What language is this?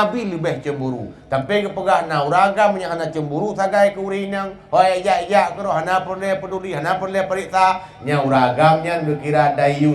Achinese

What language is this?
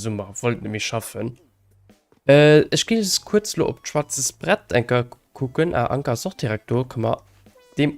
Luxembourgish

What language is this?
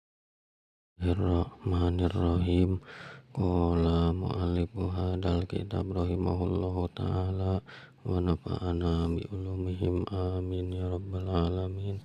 Sundanese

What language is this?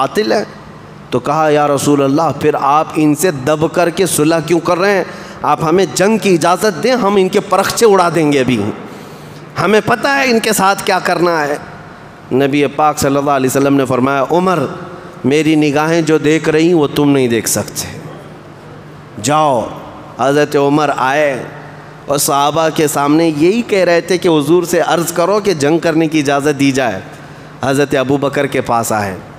Urdu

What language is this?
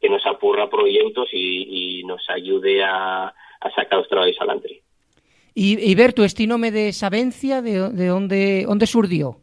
Asturian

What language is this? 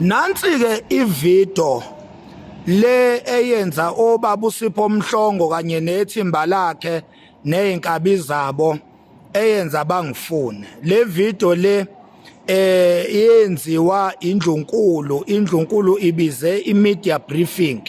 Zulu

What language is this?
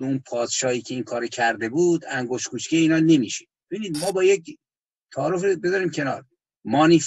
Persian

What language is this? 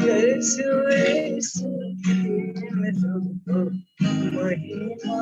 Eastern Tamang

